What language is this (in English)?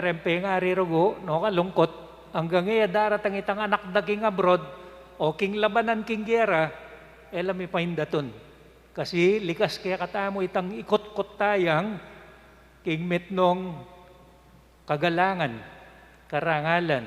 Pampanga